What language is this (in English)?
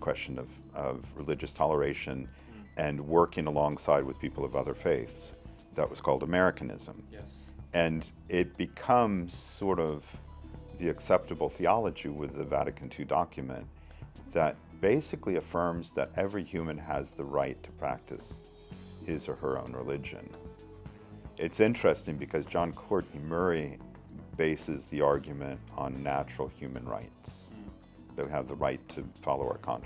English